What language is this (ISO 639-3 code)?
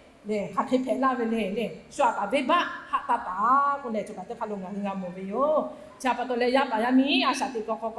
lhu